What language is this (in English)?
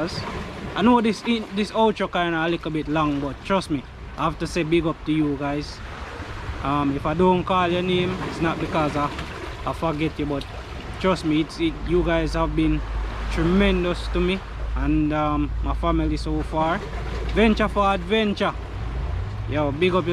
Jamaican Creole English